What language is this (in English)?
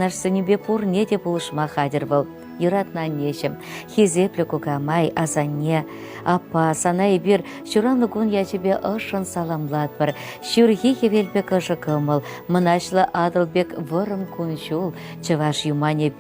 Chuvash